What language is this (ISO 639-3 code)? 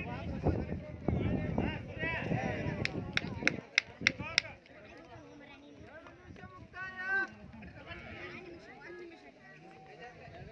kan